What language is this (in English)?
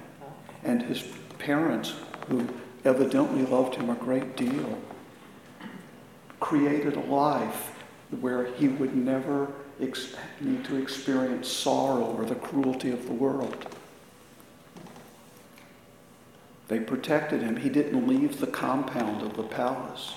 English